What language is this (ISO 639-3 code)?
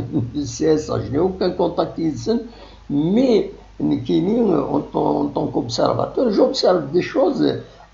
kab